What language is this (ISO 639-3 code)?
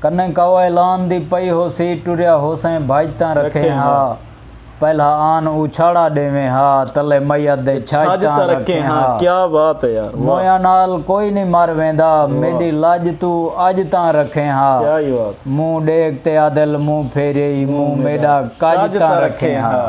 skr